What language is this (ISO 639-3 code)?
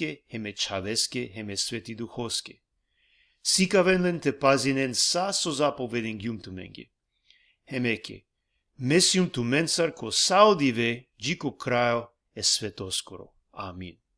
rmn